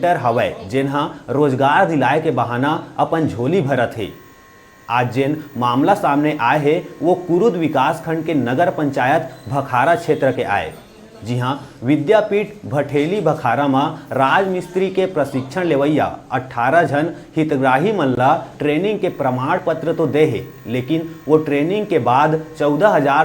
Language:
Chhattisgarhi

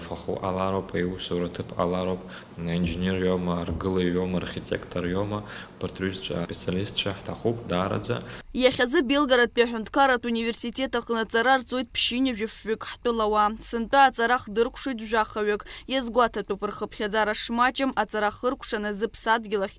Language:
Abkhazian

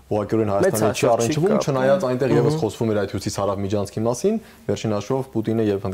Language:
Armenian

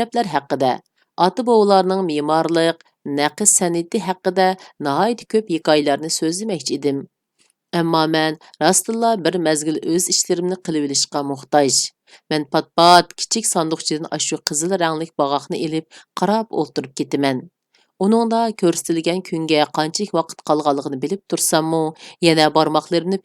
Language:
Uyghur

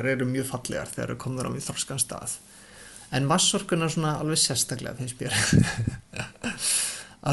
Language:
Icelandic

